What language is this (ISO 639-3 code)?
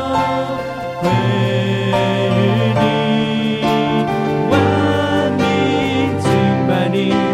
zho